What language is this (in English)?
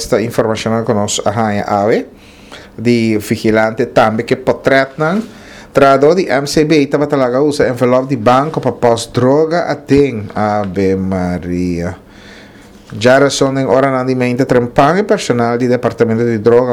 Papiamento